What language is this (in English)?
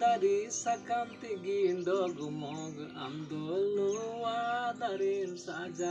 Santali